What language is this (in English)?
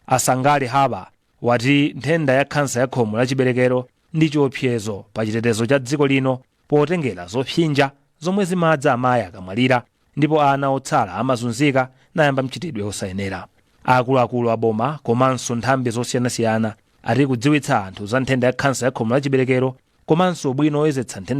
Nyanja